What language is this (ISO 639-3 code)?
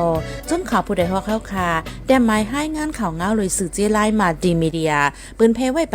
shn